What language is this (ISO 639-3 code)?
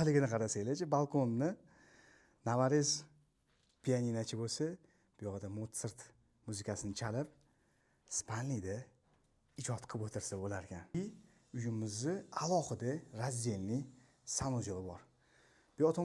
uzb